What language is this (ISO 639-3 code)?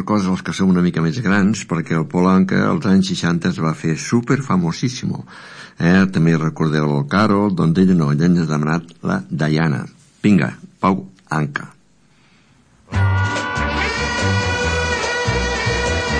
cat